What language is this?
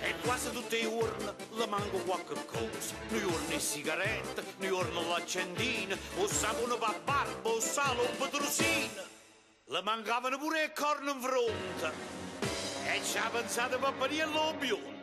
Neapolitan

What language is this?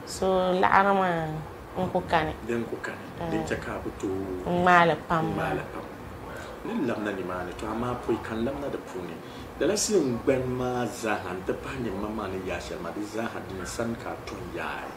Dagbani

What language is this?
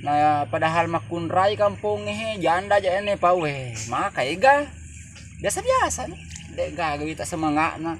Buginese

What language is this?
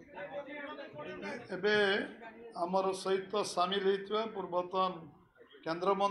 Odia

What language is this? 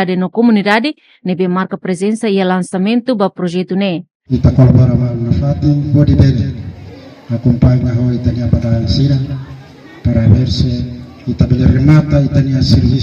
Tetum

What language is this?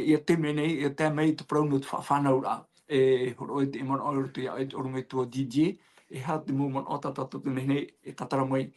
Tahitian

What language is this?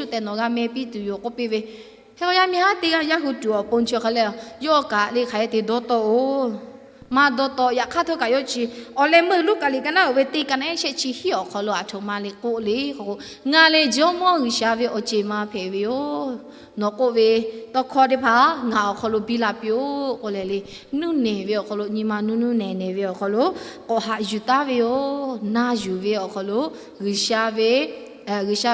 Lahu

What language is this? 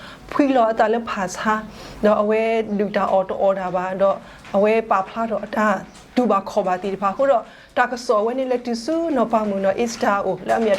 S'gaw Karen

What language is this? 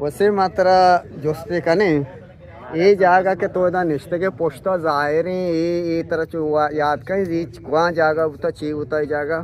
Eastern Balochi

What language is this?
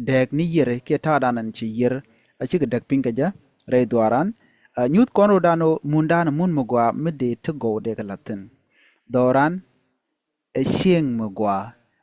Nuer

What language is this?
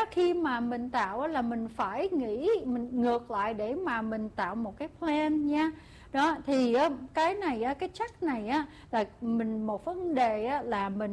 Vietnamese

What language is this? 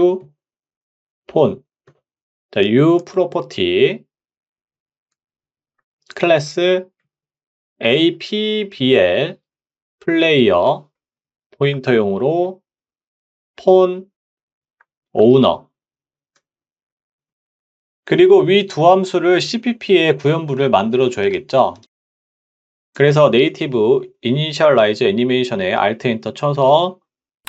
Korean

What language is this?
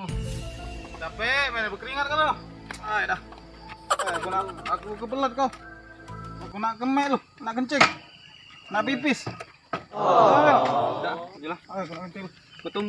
Musi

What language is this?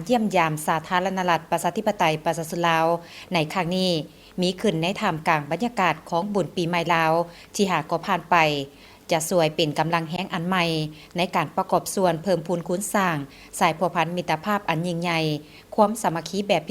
Lao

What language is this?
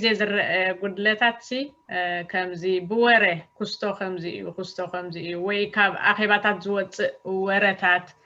Tigrinya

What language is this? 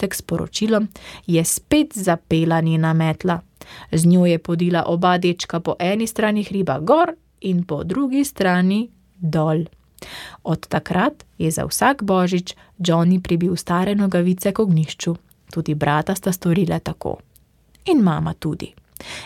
Slovenian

